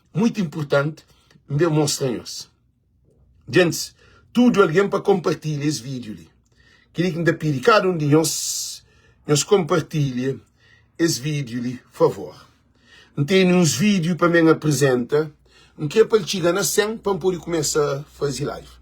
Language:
Kabuverdianu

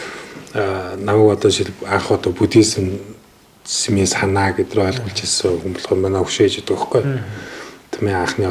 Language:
Mongolian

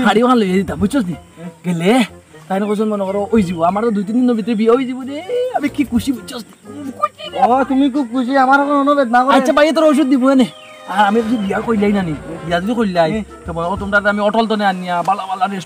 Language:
Sylheti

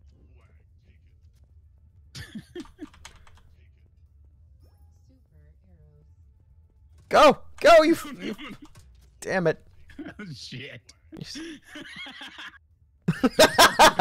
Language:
English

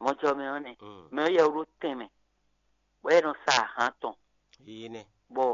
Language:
Fon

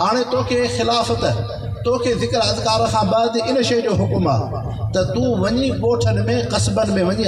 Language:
Sindhi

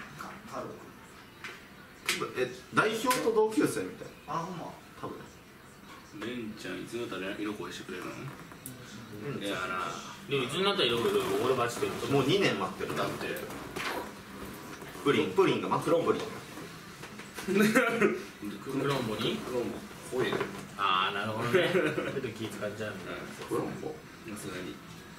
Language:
Japanese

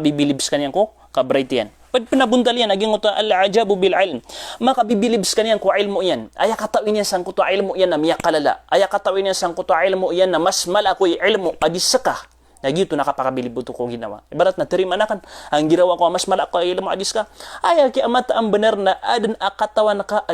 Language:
Maranao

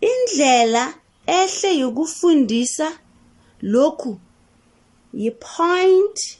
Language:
South Ndebele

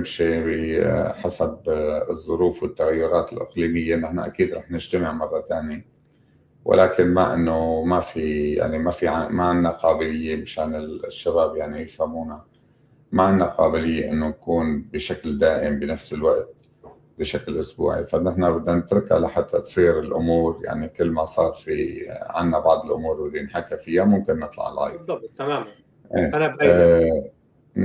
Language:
North Levantine Arabic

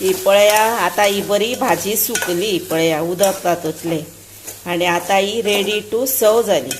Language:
Konkani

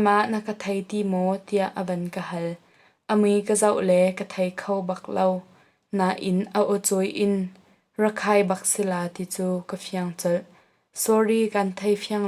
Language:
Hakha Chin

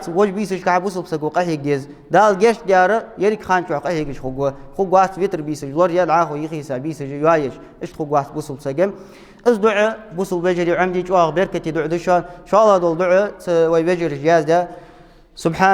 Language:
Ingush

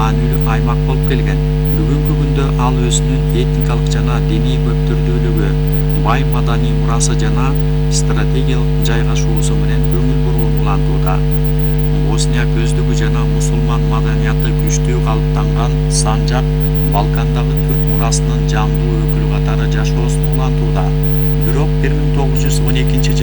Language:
Kyrgyz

